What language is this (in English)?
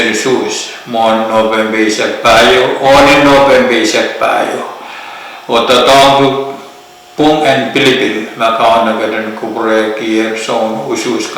Pohnpeian